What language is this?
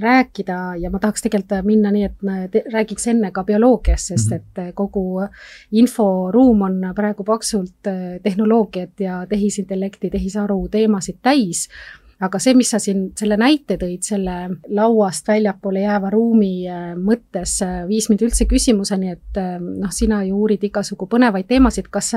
Estonian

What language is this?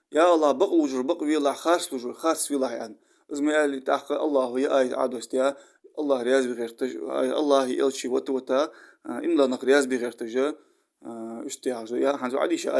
Ingush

